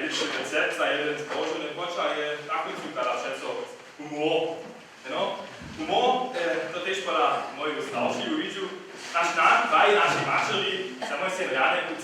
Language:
Upper Sorbian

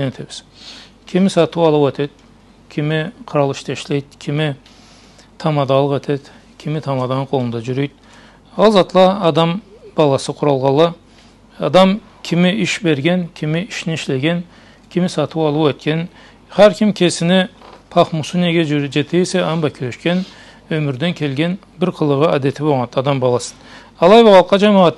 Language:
Karachay-Balkar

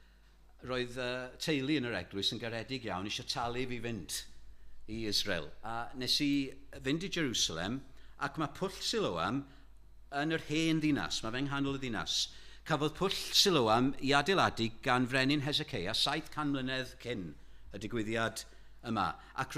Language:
Welsh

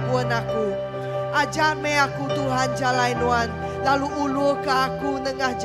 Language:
Iban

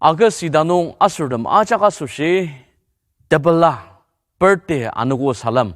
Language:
Ao Naga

